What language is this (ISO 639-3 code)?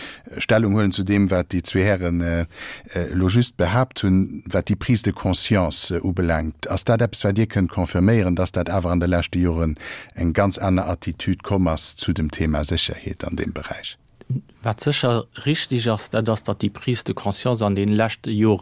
ltz